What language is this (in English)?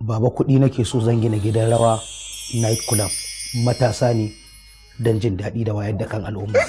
Hausa